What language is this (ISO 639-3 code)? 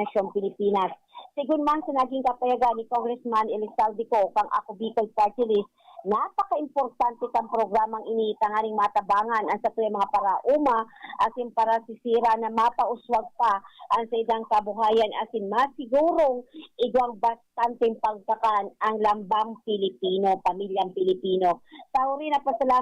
bik